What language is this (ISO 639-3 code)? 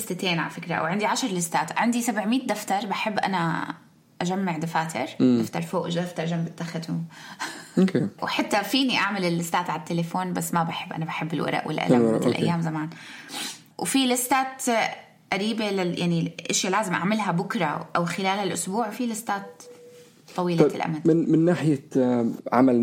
apc